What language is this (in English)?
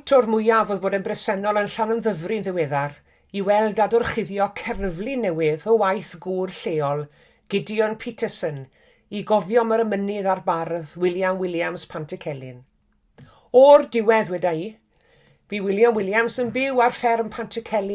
Welsh